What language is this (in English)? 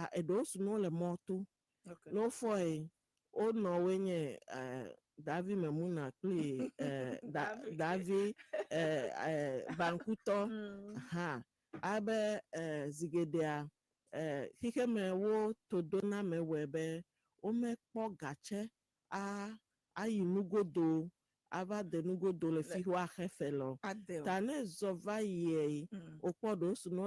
Ewe